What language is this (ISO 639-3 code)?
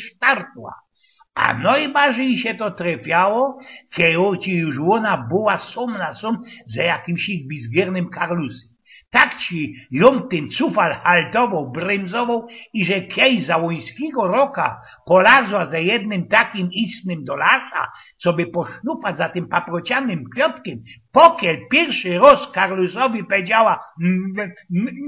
szl